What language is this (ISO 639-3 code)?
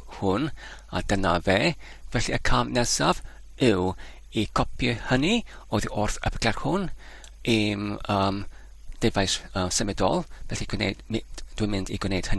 cym